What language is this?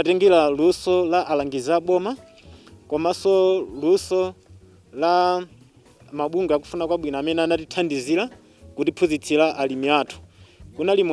Nyanja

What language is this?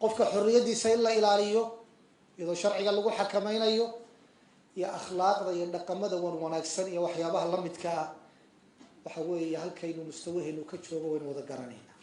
Somali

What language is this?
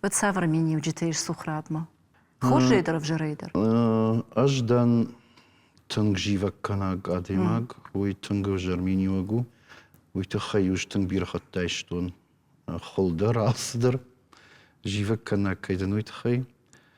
Ossetic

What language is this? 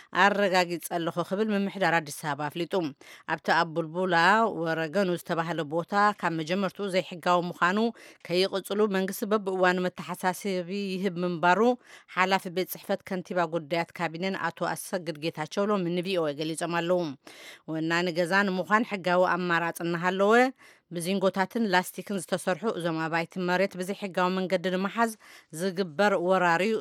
Tigrinya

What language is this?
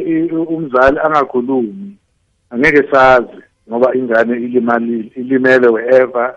South Ndebele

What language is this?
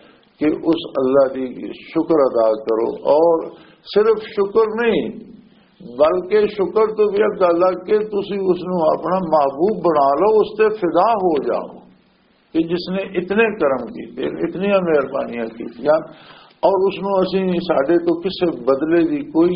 Western Panjabi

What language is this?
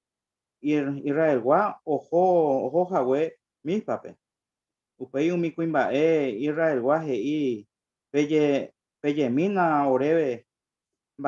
Guarani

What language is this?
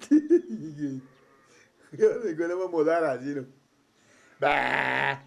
Persian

